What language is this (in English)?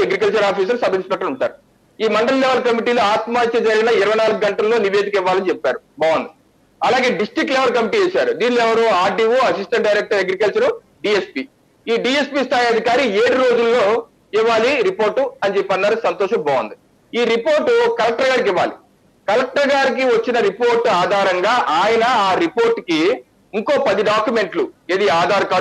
Telugu